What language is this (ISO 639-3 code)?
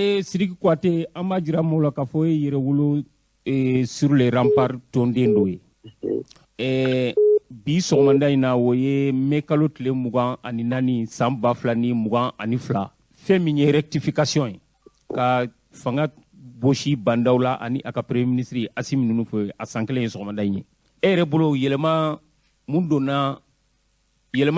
bam